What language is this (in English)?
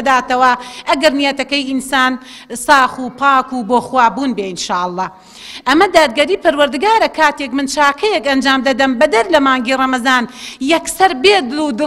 Central Kurdish